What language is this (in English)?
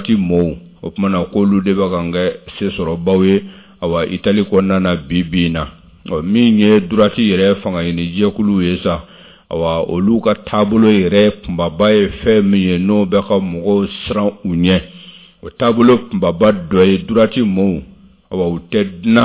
Bambara